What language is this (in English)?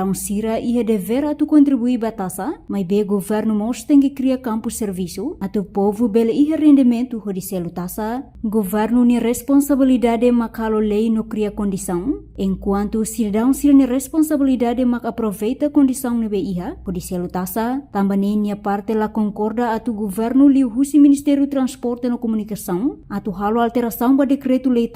Tetum